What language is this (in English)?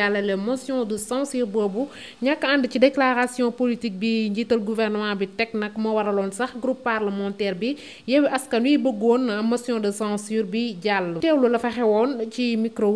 Wolof